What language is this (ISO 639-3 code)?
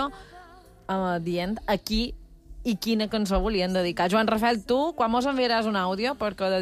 cat